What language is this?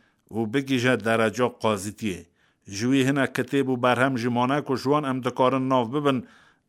Kurdish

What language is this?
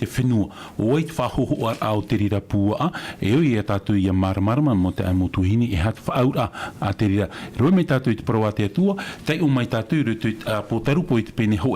Tahitian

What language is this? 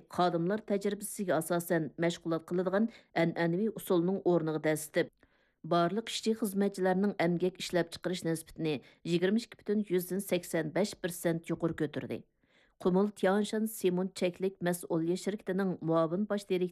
Uyghur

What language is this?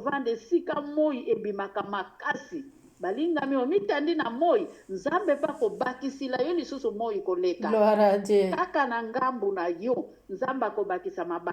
Lingala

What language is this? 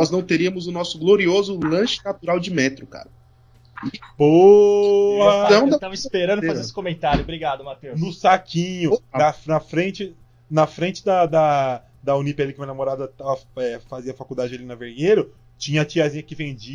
Portuguese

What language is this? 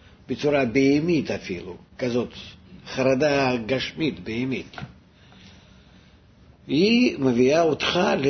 Hebrew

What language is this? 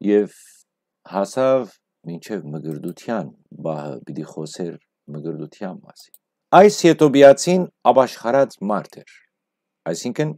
Western Armenian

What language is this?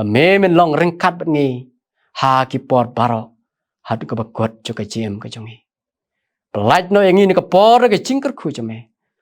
Khasi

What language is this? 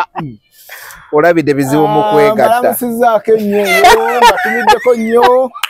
Ganda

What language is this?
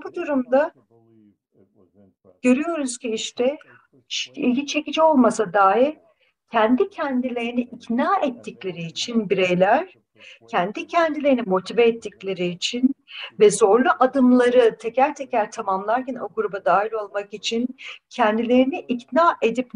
Turkish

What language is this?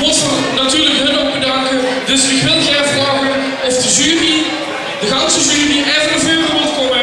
Limburgish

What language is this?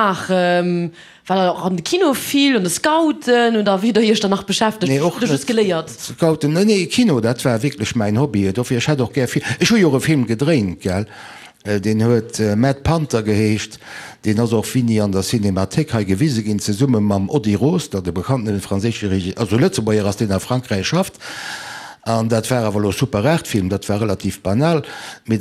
Luxembourgish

